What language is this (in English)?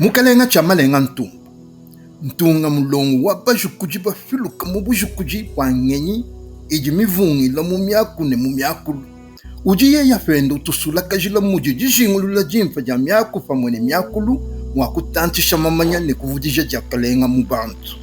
Luba-Lulua